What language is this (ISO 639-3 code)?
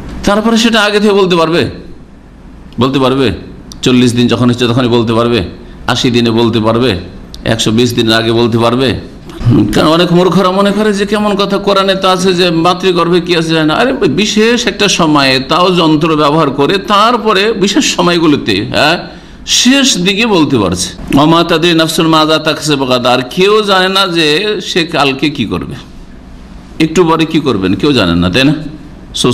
ben